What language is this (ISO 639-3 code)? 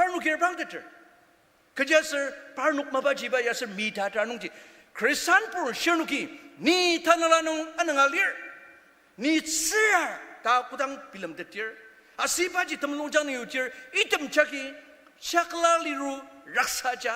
njo